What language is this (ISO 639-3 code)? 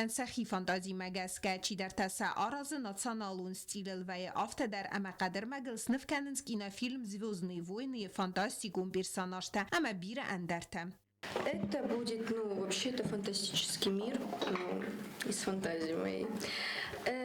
oss